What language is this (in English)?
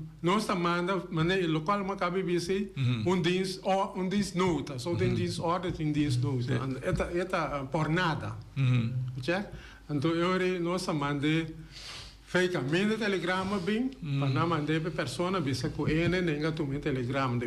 Papiamento